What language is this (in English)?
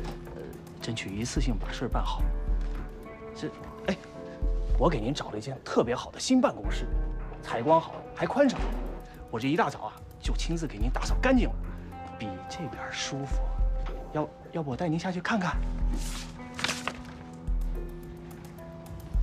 Chinese